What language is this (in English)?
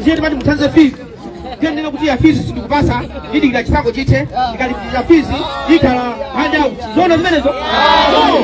Nyanja